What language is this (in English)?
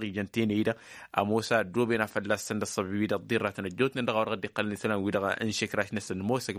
Tamasheq